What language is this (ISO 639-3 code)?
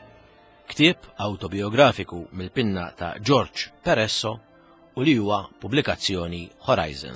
mlt